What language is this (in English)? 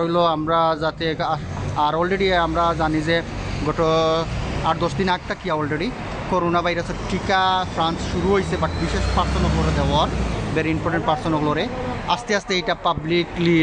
Sylheti